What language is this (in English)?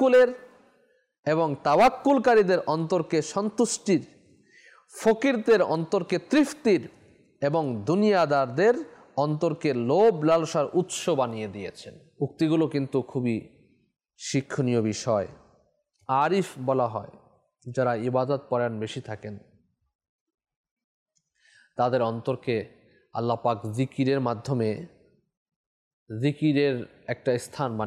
Bangla